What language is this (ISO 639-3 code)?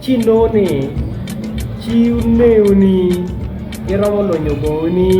ach